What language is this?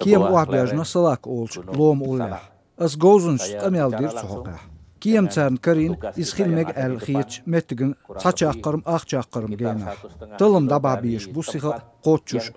Chechen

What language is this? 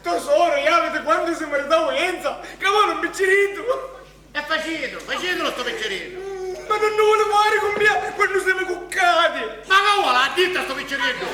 Sicilian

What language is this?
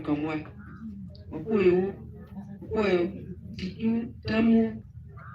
Acoli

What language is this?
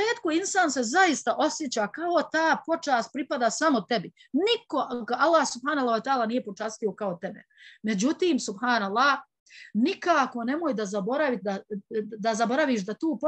Bosnian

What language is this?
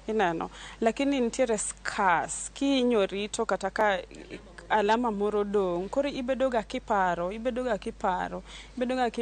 Luo (Kenya and Tanzania)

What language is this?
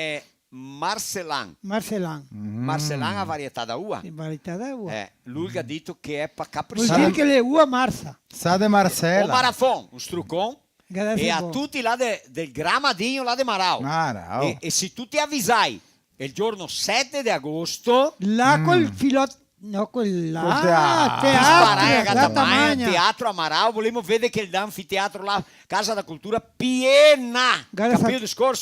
Venetian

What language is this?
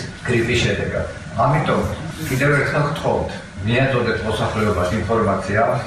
Georgian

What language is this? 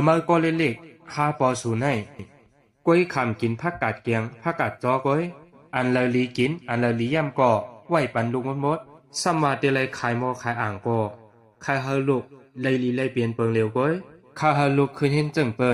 Shan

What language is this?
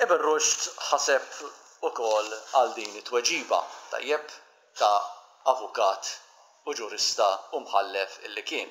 Maltese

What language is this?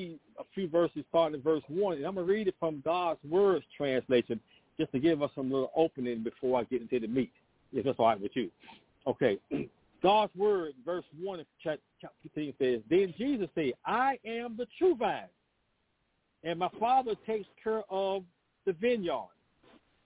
English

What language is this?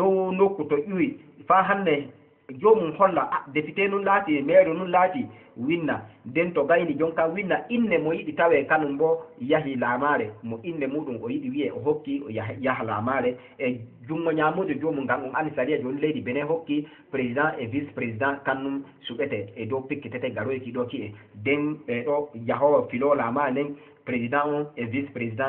Fula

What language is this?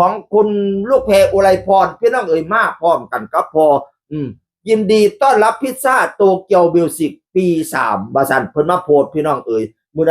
Northeastern Thai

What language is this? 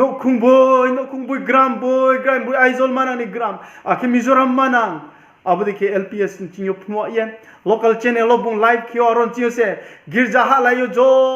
Riang (India)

